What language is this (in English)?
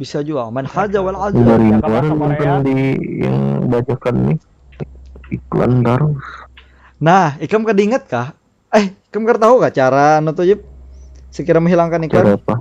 Banjar